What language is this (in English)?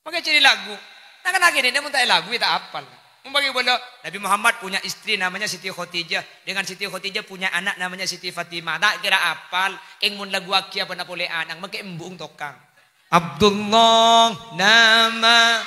Madurese